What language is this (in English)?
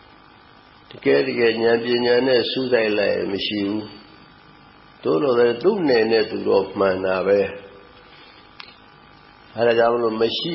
Burmese